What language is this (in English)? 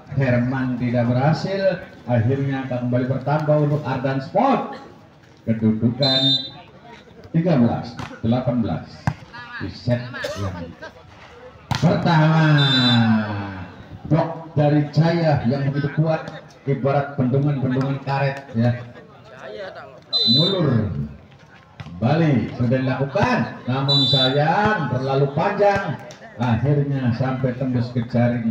Indonesian